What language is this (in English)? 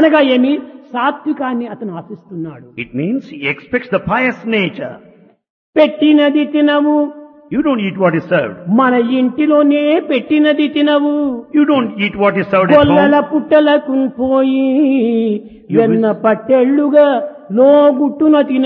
Telugu